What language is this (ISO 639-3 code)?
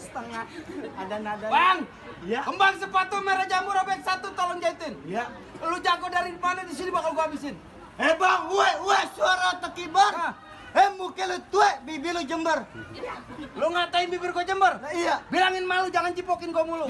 bew